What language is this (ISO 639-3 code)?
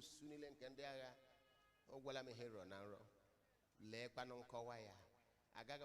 ibo